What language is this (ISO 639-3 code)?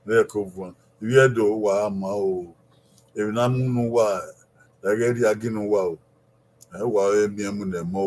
bin